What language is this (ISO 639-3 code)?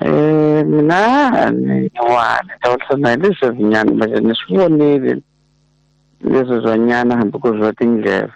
tso